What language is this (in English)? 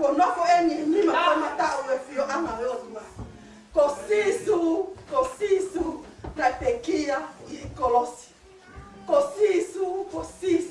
Tongan